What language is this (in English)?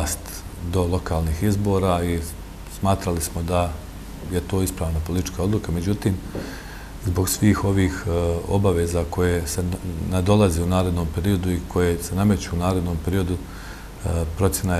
Bosnian